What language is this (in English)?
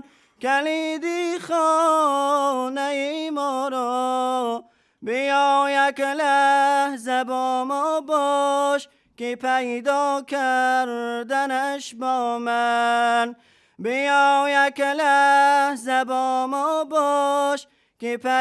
Tajik